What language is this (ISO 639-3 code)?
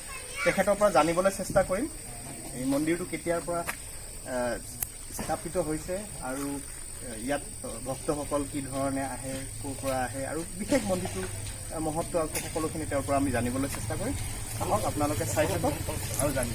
asm